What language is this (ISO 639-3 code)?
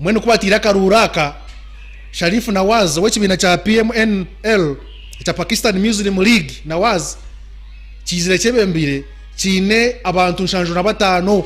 nyn